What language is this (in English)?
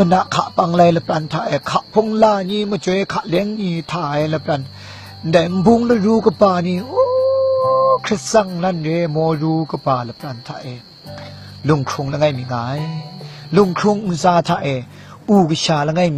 Kachin